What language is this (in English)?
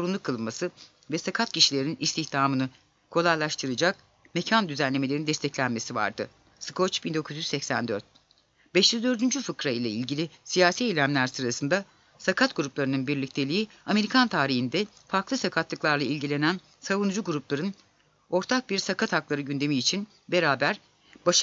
Turkish